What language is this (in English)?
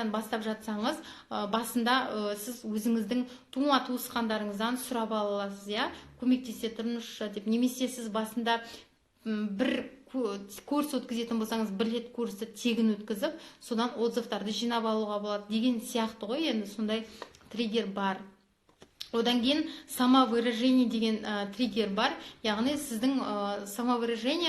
Kazakh